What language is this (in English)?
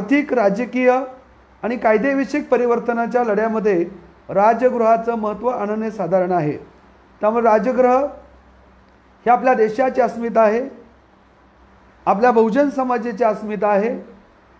Marathi